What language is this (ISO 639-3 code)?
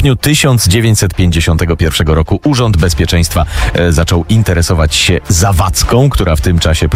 pol